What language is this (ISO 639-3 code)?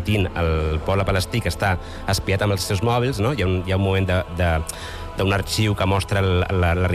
cat